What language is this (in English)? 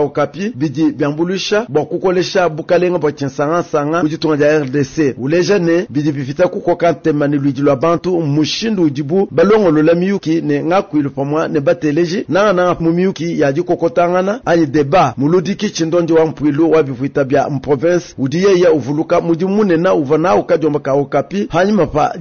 Luba-Lulua